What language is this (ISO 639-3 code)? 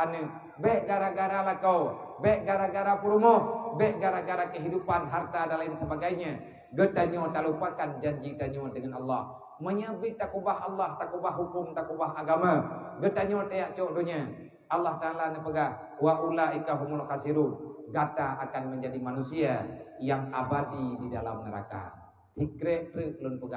ace